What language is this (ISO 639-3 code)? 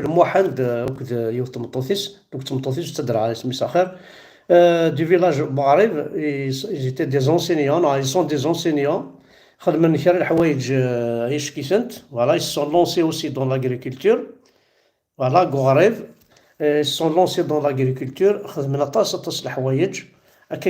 kab